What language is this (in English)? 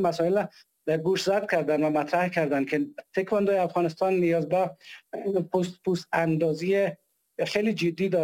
Persian